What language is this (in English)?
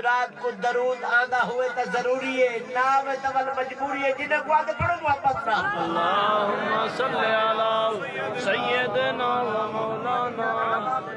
Saraiki